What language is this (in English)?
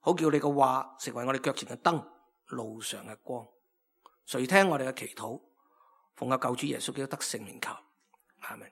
Cantonese